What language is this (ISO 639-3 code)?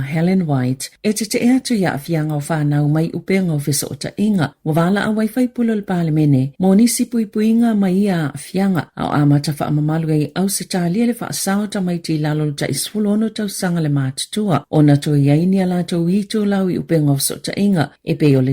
smo